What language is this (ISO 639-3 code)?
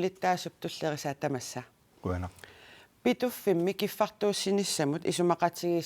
kal